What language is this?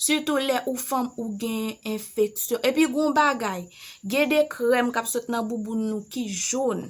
Haitian Creole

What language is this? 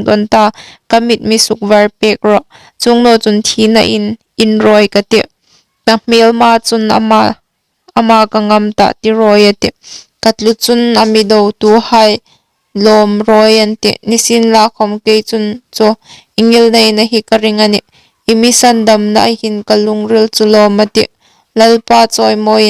Hmar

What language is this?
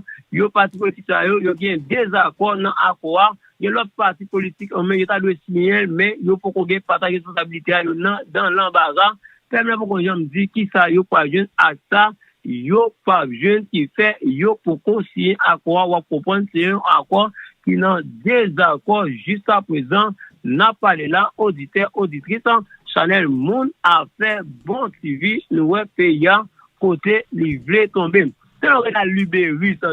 Haitian Creole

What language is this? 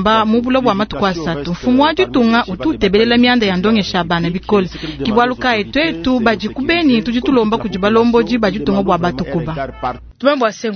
Luba-Lulua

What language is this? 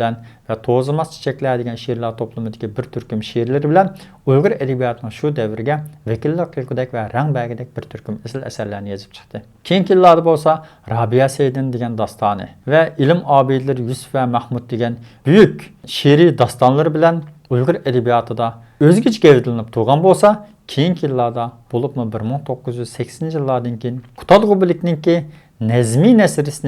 Uyghur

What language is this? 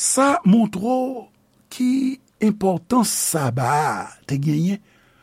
Haitian Creole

